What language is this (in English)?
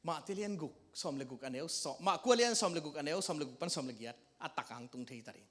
Tedim Chin